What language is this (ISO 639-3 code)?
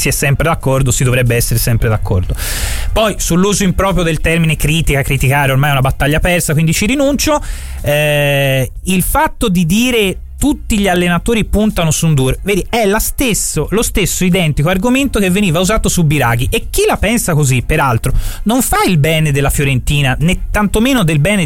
ita